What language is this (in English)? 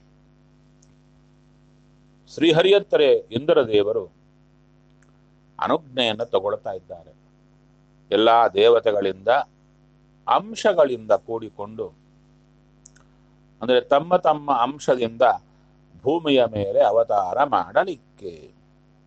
Kannada